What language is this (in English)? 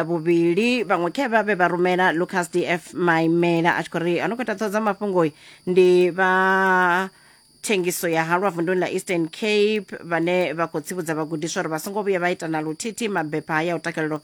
Venda